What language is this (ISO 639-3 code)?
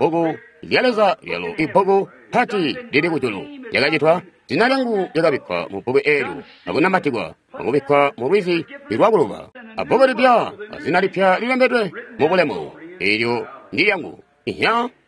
toi